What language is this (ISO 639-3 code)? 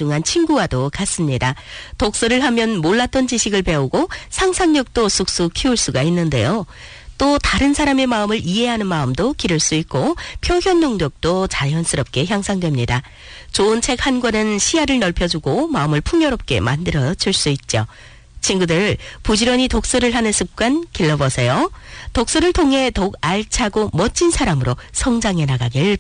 kor